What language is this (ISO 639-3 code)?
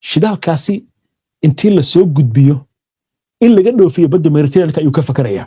som